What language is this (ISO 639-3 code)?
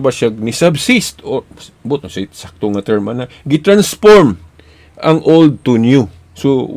ceb